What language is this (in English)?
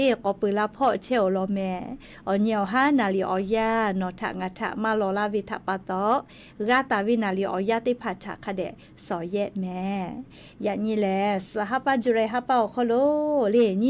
Lahu